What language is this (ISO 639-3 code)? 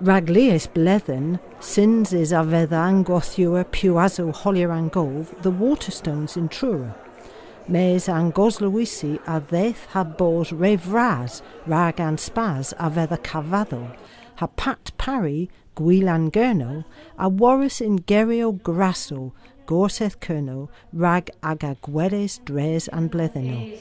cor